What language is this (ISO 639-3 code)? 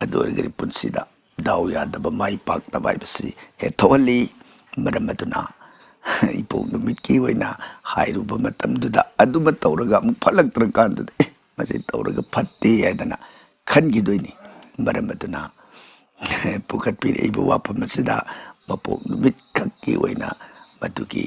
mni